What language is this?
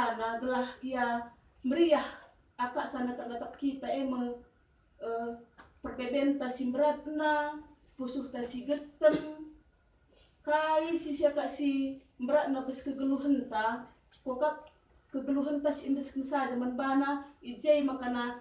Batak Karo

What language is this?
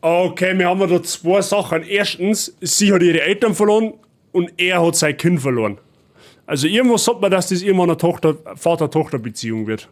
Bavarian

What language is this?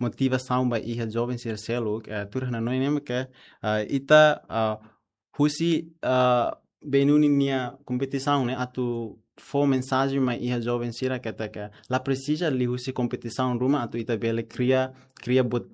Tetum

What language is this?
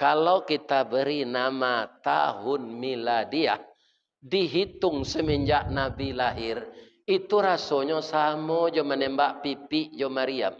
Minangkabau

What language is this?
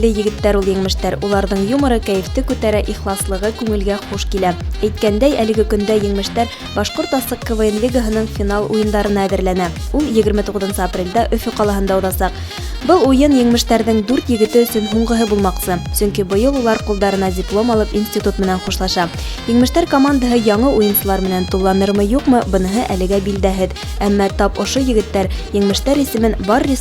Bashkir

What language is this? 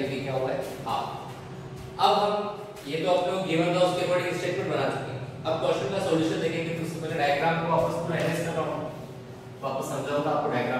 Hindi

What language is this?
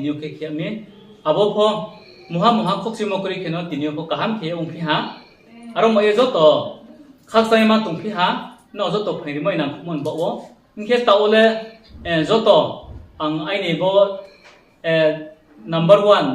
Riang (India)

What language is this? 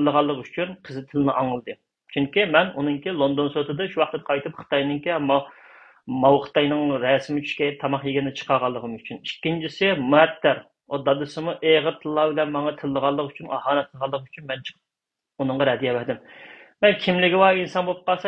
Uyghur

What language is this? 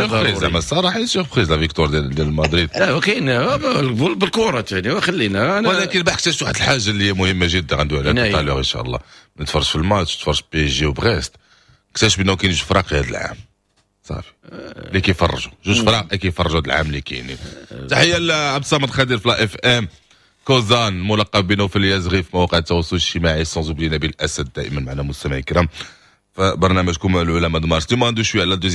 Moroccan Arabic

